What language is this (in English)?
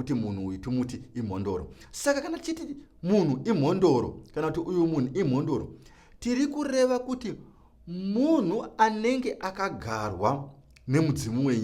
Shona